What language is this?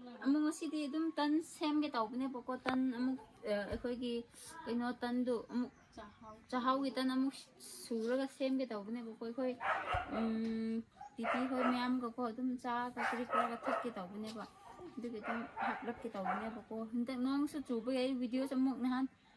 Manipuri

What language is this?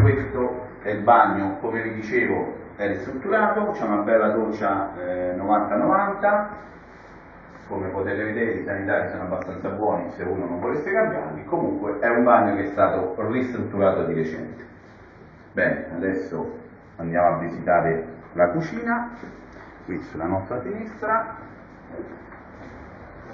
Italian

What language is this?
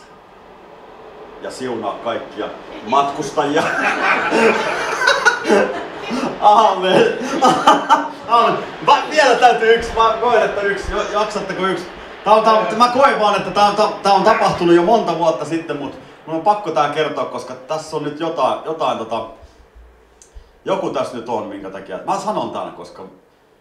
Finnish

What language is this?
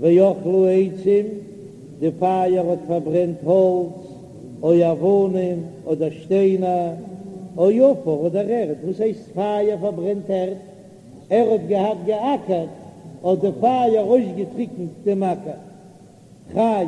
Yiddish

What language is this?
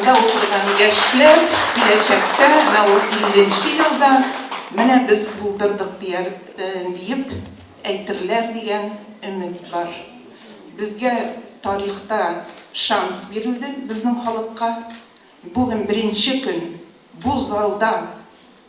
Tatar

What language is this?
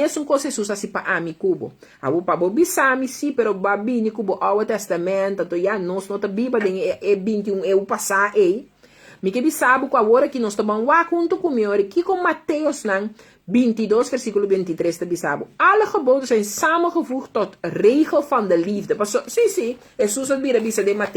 Papiamento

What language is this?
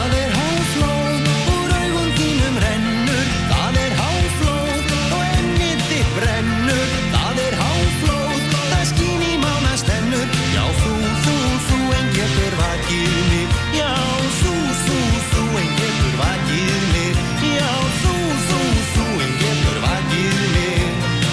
Icelandic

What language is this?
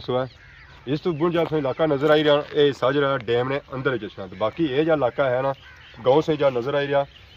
Pahari-Potwari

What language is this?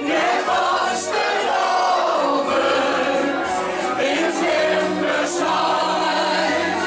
Limburgish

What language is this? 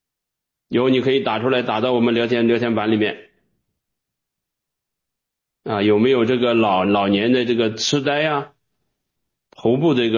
Chinese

